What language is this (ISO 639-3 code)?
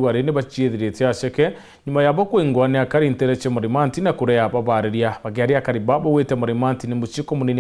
mer